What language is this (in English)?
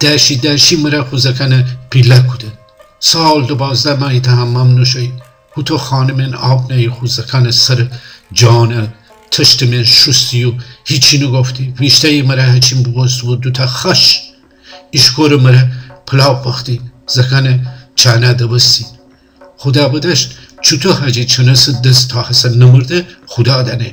Gilaki